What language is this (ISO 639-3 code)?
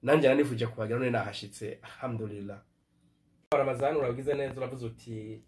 run